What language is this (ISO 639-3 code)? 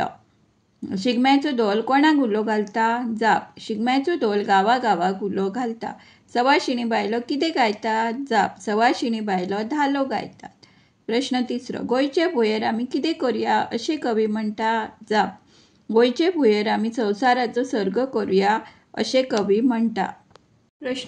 kok